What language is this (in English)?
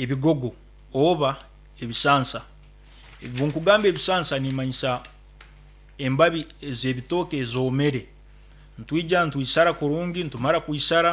Nyankole